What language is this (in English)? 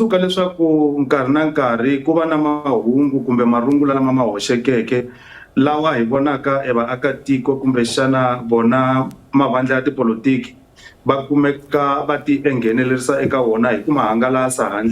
Tsonga